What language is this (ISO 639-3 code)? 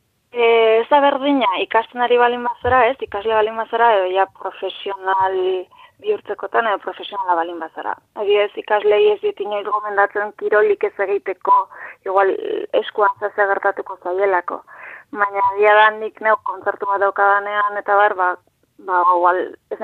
eus